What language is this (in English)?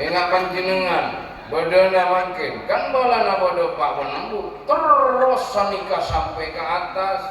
Madurese